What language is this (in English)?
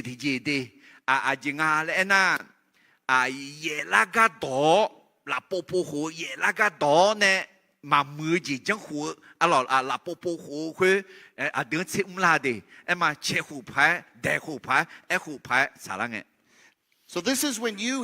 Akha